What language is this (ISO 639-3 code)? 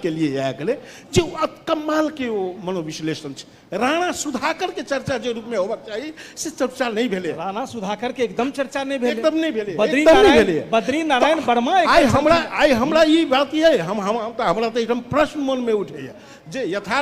mai